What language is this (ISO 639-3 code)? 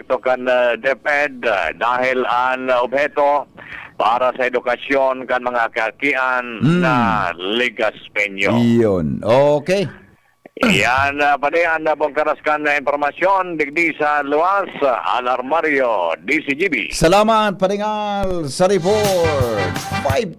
bik